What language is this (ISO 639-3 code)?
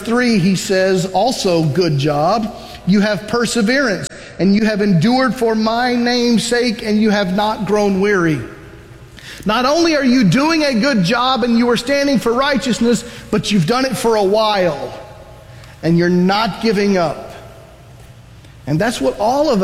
eng